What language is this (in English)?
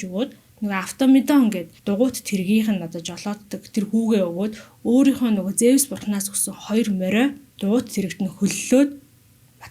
Mongolian